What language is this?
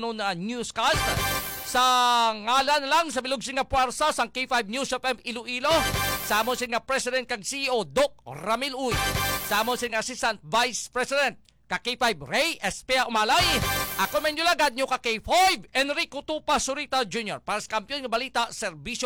Hiligaynon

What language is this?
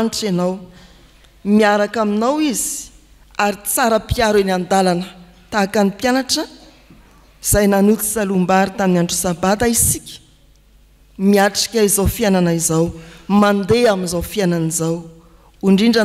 Malagasy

